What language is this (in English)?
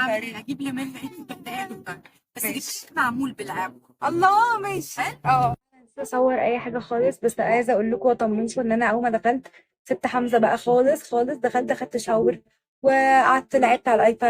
Egyptian Arabic